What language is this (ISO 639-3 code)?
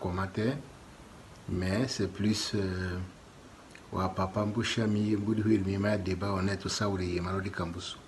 tll